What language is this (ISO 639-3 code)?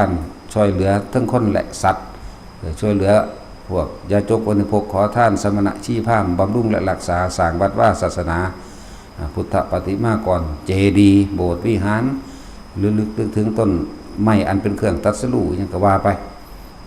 tts